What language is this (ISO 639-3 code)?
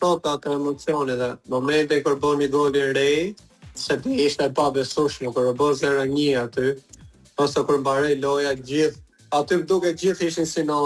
sqi